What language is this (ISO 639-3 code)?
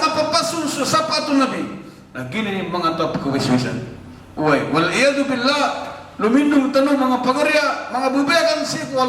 mrw